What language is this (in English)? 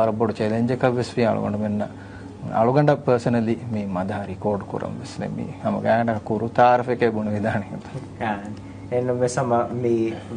Divehi